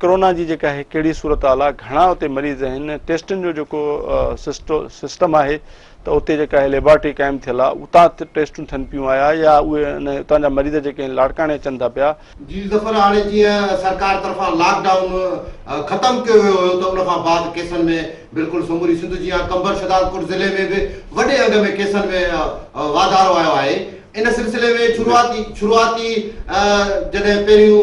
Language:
Sindhi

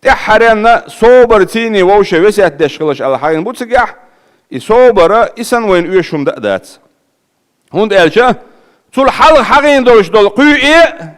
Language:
Chechen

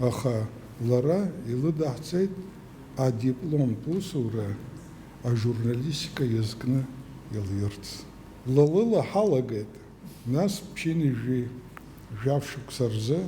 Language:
Abkhazian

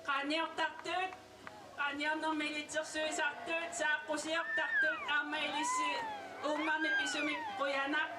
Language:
Kalaallisut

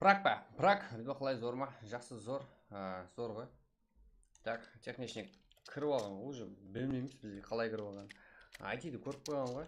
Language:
Kara-Kalpak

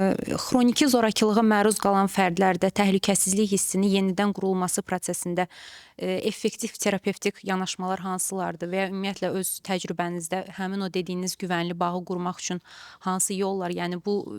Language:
Azerbaijani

